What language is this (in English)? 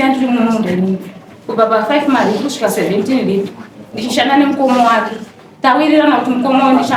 Shona